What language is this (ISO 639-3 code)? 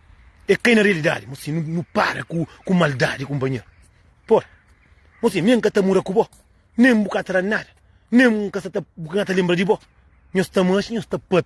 kea